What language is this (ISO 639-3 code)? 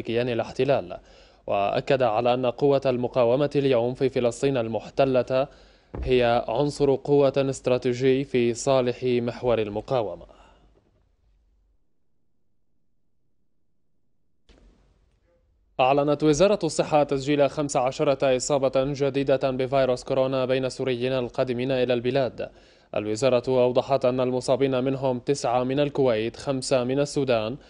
apc